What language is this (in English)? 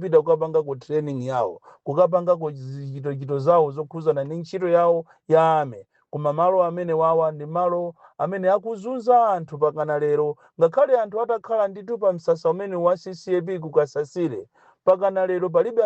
Nyanja